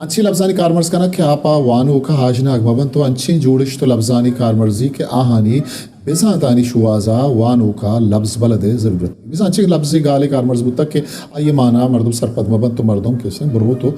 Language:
Eastern Balochi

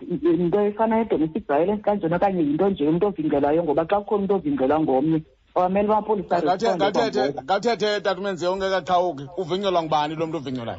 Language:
Xhosa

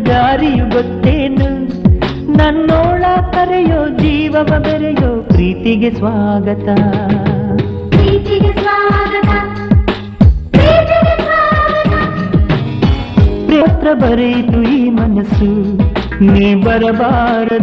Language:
Kannada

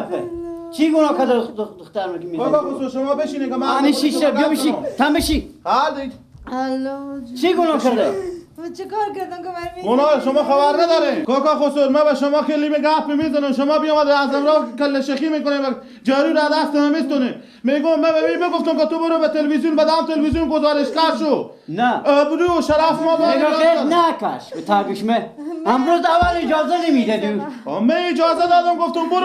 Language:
Persian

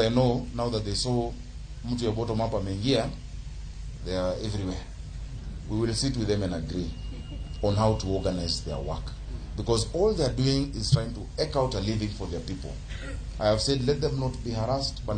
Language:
Luo (Kenya and Tanzania)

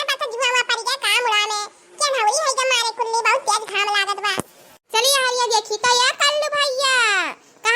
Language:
Awadhi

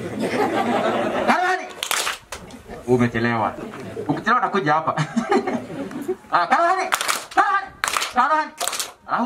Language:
Swahili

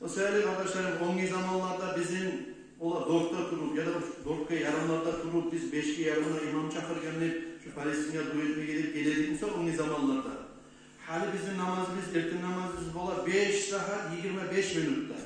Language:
Kumyk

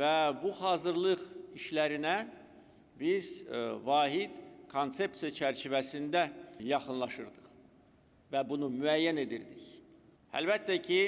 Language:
Azerbaijani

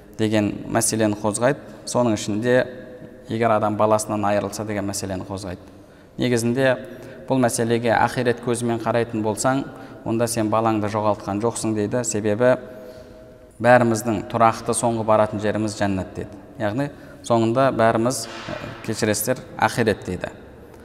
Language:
Kazakh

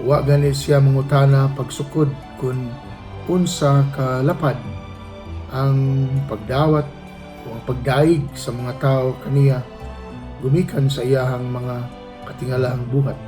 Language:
Cebuano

